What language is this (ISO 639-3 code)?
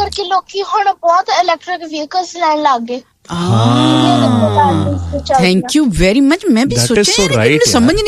pan